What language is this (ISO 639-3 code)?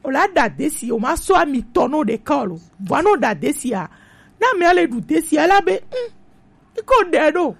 gej